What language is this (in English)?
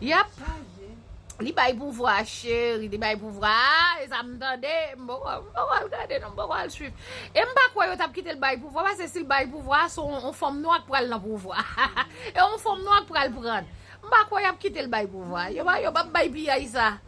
Haitian Creole